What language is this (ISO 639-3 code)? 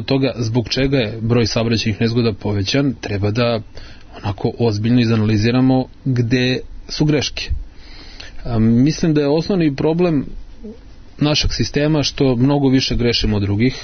srp